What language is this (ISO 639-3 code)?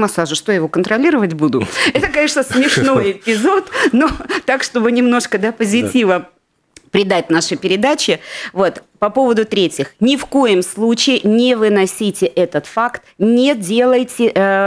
rus